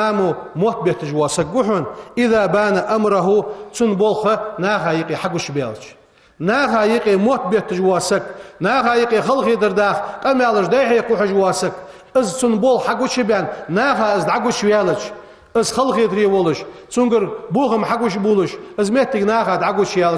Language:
Ingush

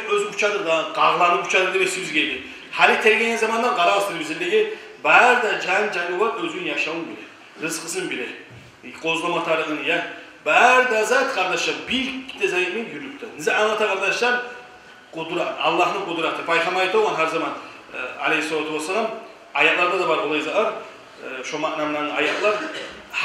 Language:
Kumyk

